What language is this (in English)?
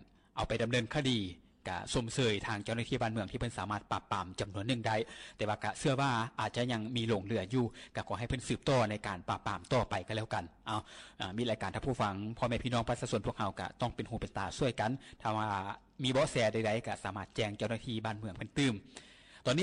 Lao